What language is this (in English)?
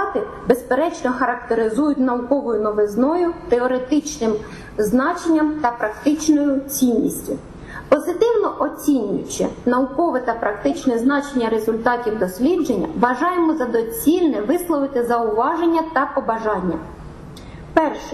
Ukrainian